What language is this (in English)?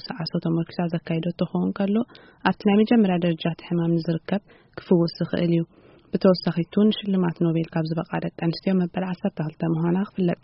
Tigrinya